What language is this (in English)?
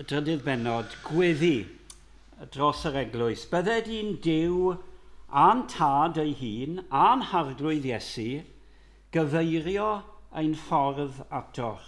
Welsh